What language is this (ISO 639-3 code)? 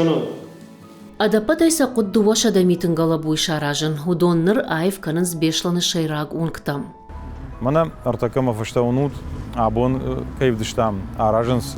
oss